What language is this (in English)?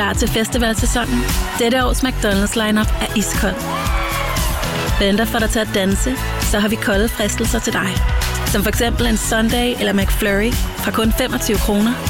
Danish